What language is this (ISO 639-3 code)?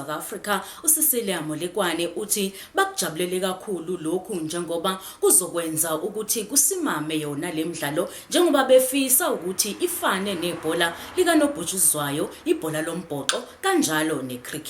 zul